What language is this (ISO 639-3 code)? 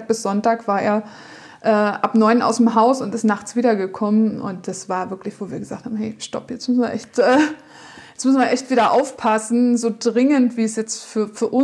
deu